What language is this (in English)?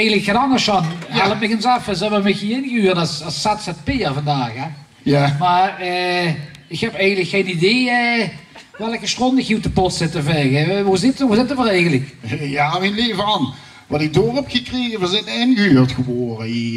Limburgish